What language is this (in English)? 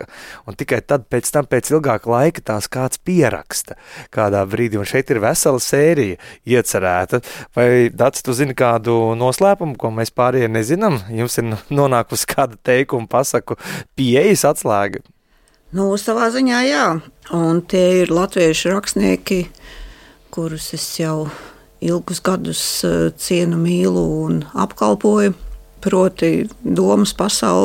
Latvian